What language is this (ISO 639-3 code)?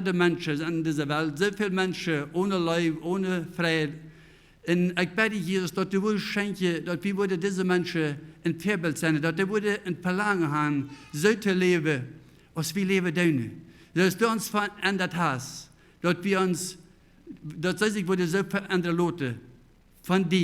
pdt